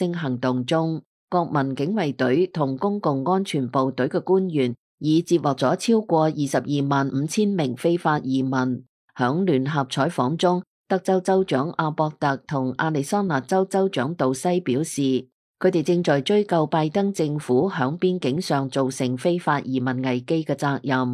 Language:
Cantonese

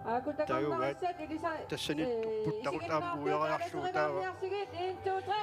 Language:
Kalaallisut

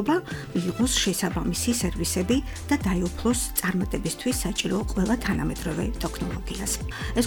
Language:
Georgian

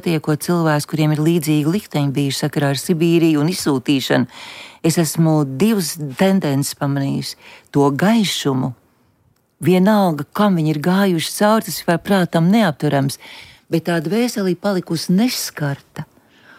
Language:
Latvian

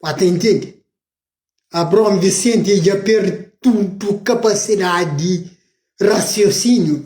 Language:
Kabuverdianu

